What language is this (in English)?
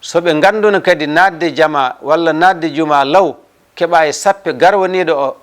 Fula